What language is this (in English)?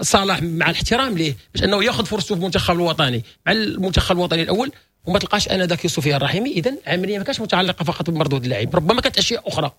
Moroccan Arabic